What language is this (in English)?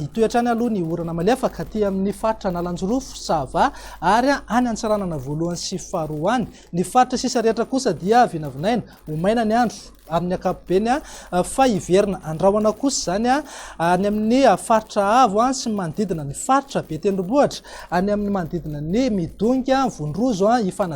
Malagasy